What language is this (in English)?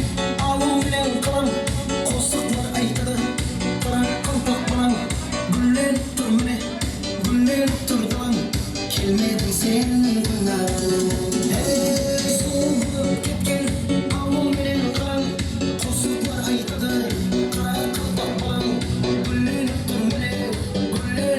Kara-Kalpak